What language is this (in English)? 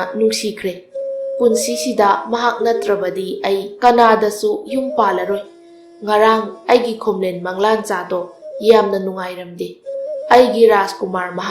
Manipuri